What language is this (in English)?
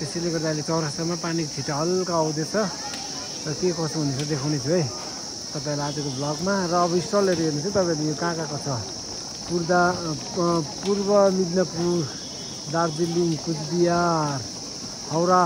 Nepali